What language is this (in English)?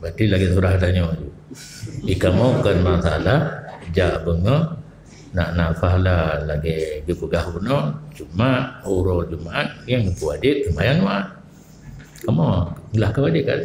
Achinese